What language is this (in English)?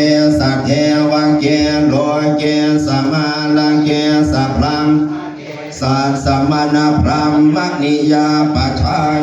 Pali